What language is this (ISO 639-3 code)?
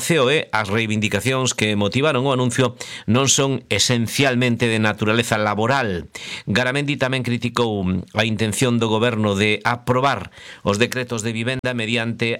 glg